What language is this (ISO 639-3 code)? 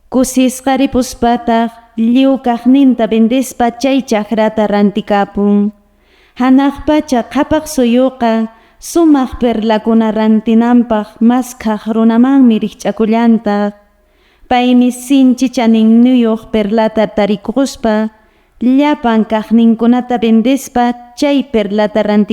que